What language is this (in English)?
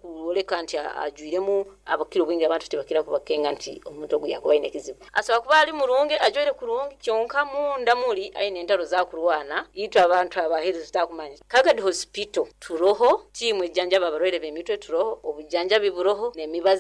Nyoro